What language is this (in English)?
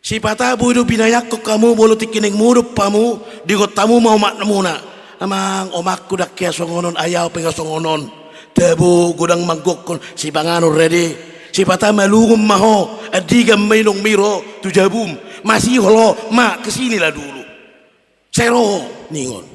Batak Toba